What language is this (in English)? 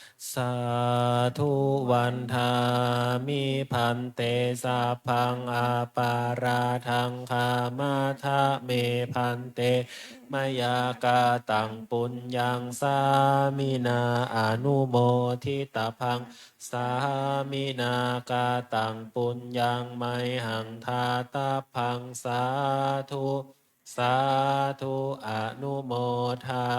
Pali